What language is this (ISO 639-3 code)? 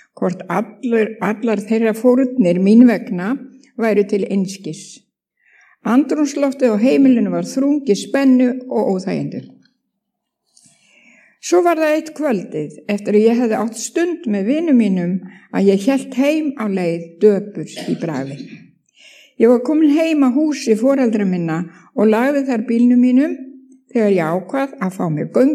isl